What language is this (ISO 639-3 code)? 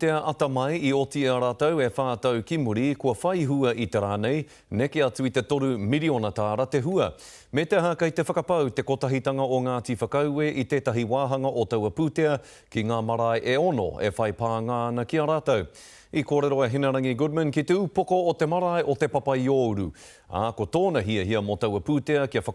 mri